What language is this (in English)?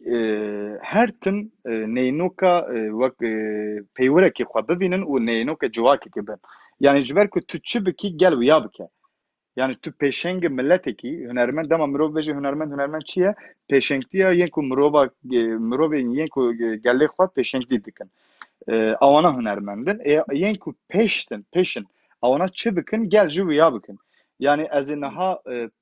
Kurdish